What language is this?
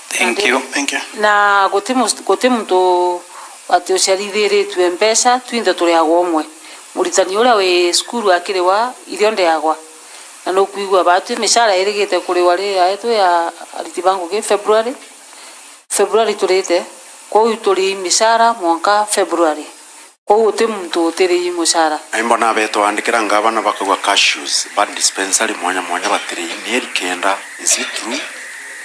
Meru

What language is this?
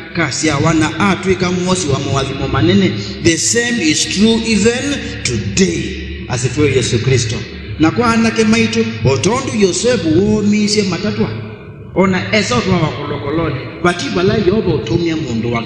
Kamba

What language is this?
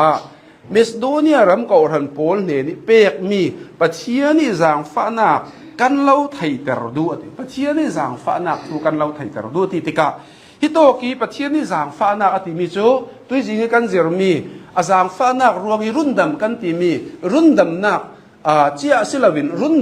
Hakha Chin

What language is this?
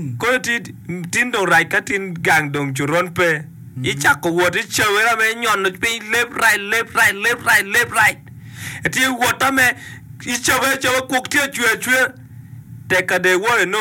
Acoli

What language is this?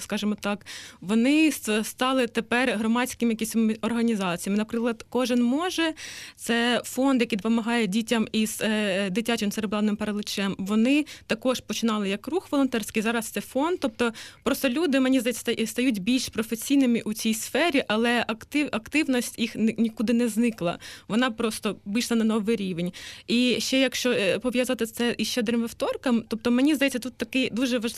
Ukrainian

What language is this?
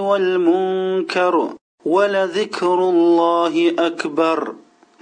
Uyghur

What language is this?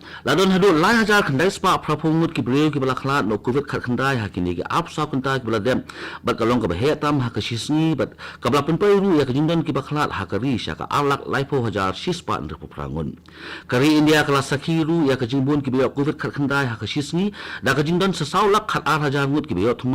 Khasi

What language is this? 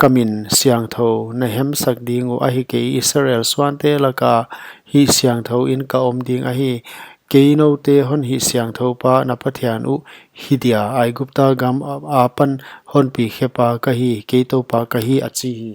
Paite Chin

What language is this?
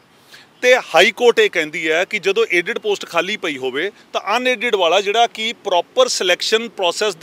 Punjabi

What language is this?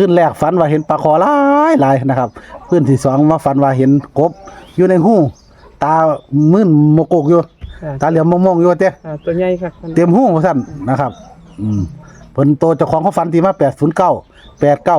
Northeastern Thai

